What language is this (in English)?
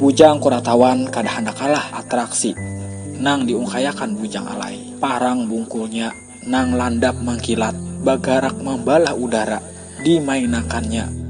Banjar